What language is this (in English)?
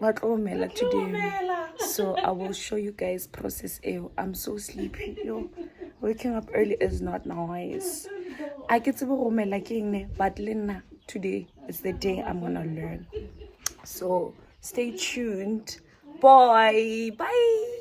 Northern Sotho